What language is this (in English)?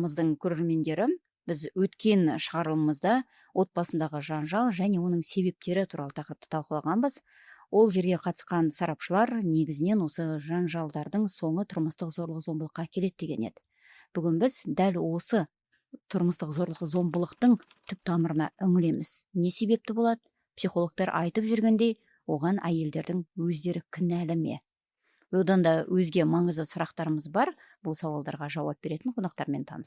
Kazakh